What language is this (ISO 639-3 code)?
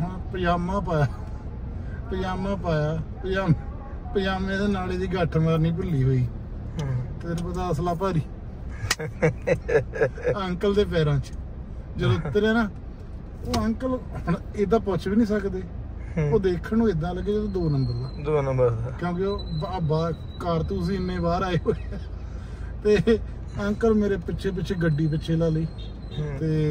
pan